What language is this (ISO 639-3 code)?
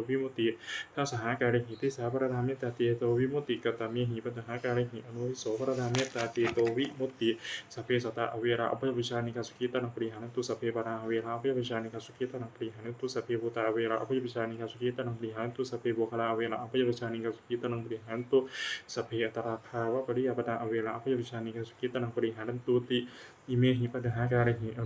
pli